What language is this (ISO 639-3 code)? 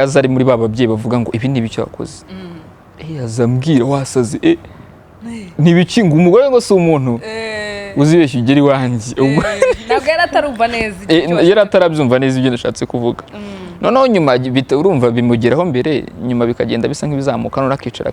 kin